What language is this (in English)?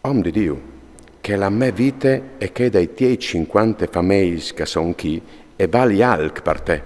Friulian